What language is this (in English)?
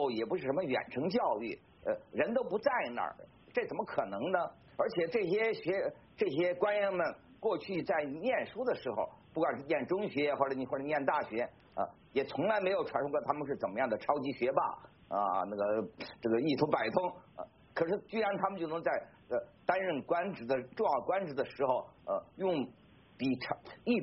Chinese